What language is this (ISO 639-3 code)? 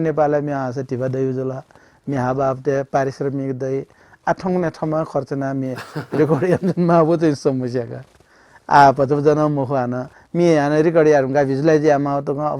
new